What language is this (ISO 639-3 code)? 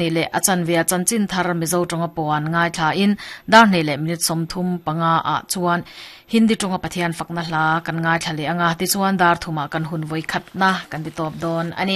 lus